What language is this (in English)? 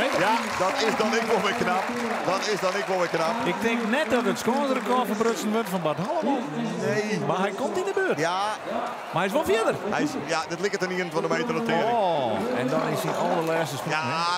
Western Frisian